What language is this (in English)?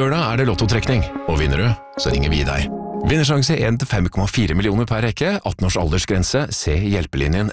Norwegian